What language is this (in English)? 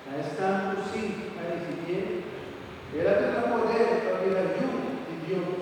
Papiamento